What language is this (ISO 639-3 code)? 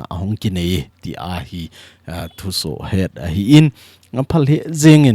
tcz